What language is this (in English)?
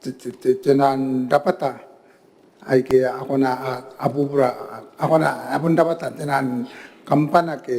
Gilbertese